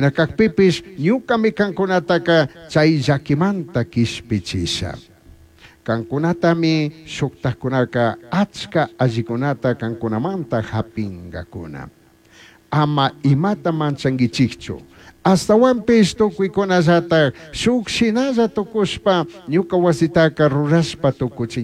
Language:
Chimborazo Highland Quichua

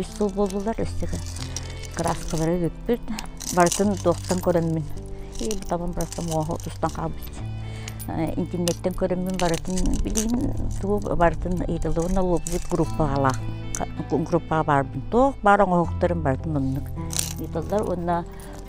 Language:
Yakut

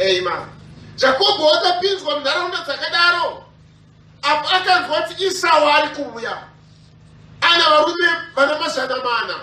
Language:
Shona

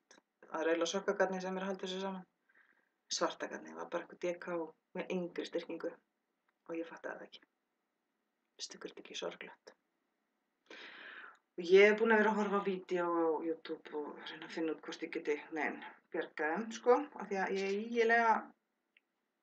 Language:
Icelandic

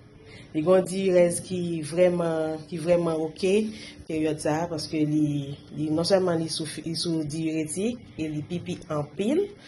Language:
Haitian Creole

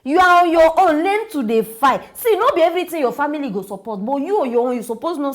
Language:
Nigerian Pidgin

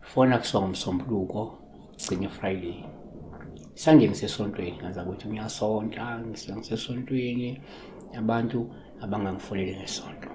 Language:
Zulu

